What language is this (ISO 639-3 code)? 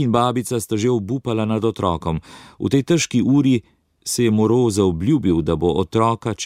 slv